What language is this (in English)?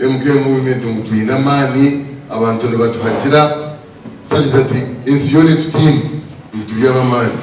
Nyankole